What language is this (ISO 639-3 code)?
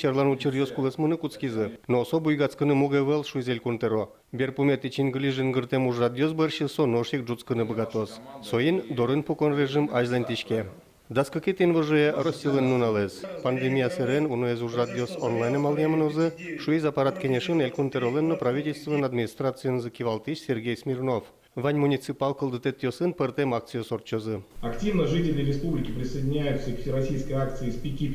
udm